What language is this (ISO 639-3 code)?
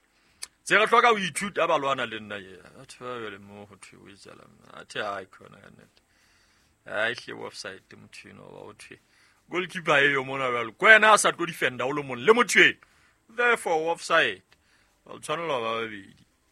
sot